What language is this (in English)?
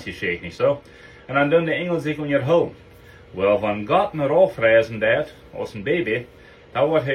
Plautdietsch